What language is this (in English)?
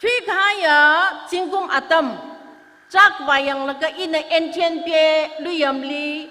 Tangkhul Naga (India)